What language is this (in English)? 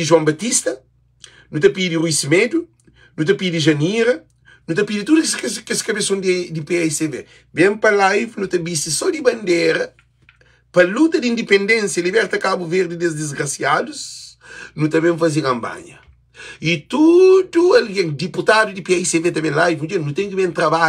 Kabuverdianu